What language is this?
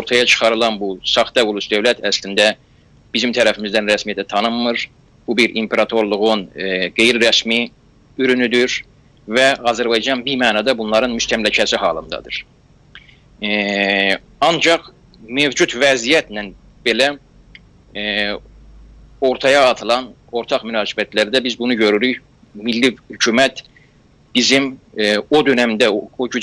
South Azerbaijani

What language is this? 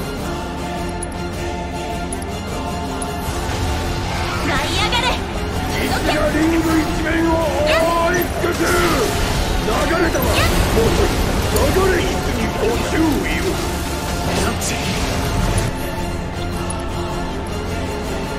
Japanese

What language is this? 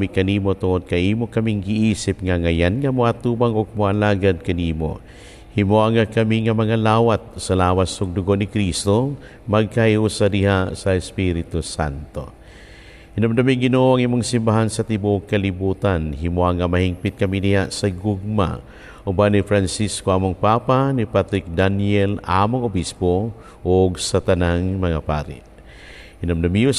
Cebuano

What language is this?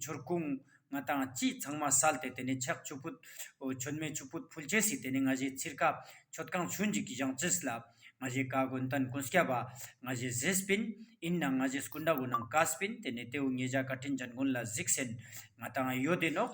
Ladakhi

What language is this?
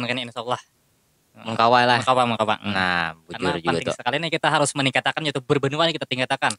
Banjar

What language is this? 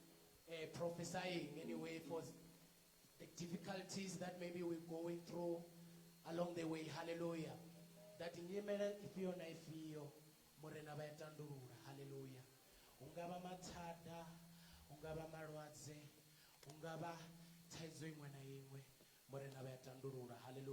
Venda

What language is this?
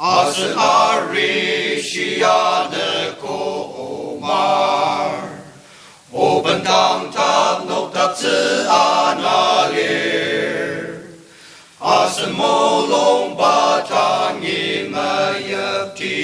Ao Naga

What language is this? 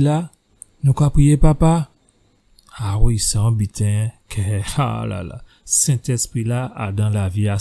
Guadeloupean Creole French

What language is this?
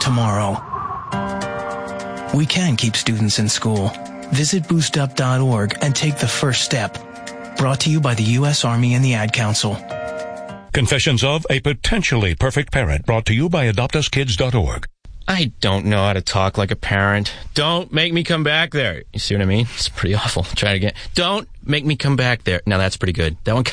English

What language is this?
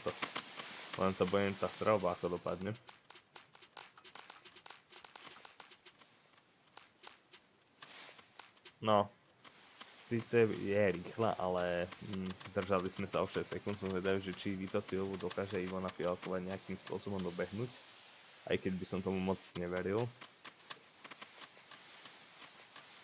Slovak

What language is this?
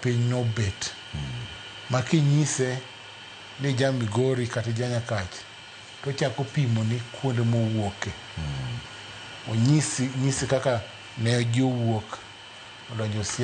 Luo (Kenya and Tanzania)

